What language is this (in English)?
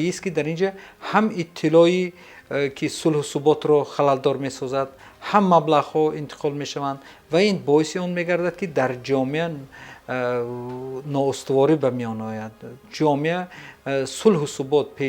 Tajik